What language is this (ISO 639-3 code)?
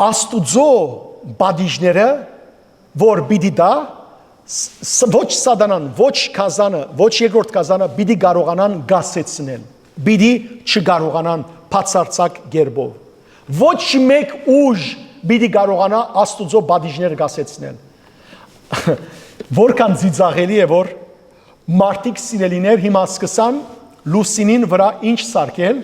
hyw